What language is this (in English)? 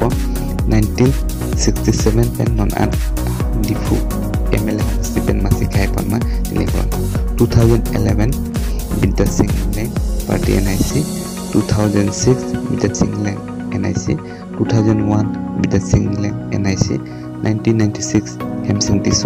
Karbi